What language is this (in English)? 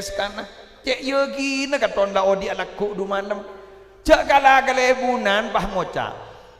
Madurese